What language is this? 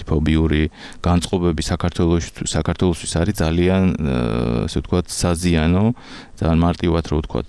Georgian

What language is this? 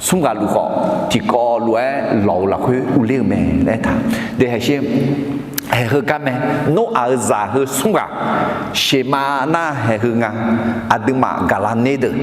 Akha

